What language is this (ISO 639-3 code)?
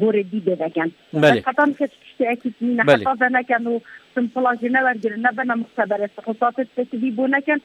kur